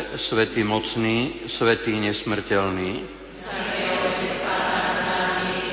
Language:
Slovak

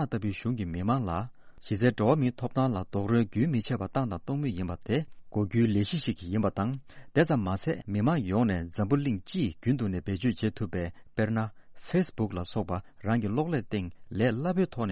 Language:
Tibetan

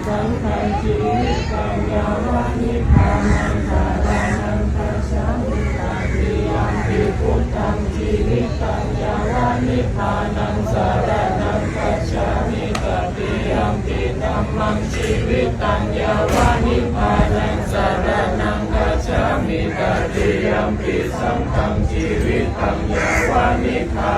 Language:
Pali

